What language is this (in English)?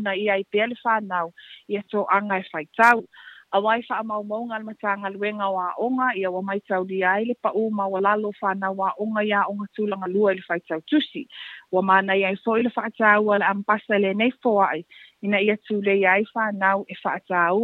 Samoan